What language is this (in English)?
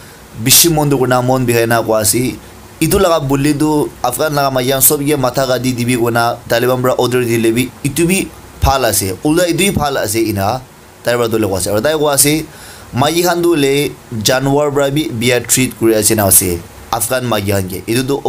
Naga Pidgin